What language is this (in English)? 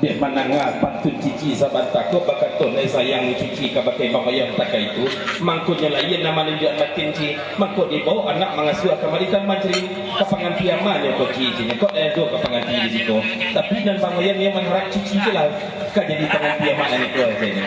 Minangkabau